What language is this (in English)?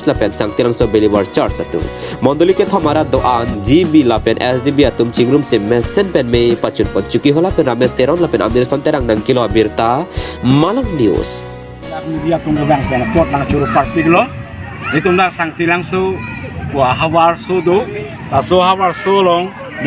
Karbi